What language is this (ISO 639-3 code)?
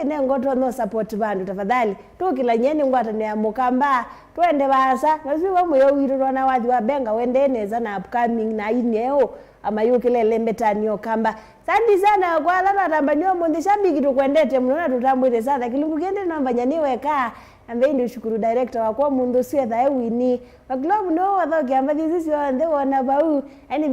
kam